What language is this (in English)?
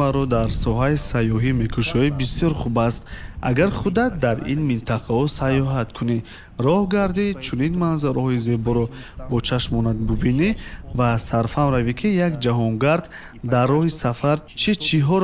Tajik